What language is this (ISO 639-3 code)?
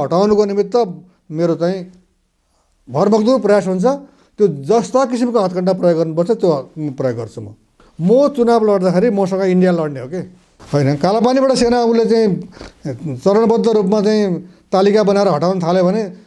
nep